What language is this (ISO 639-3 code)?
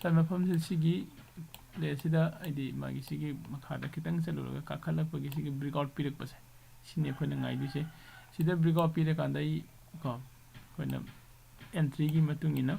mni